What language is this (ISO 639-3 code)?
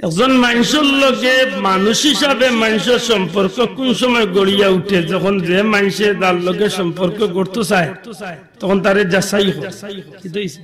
syl